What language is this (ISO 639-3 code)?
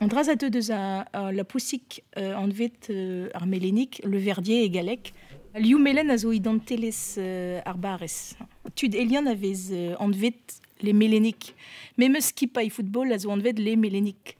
bre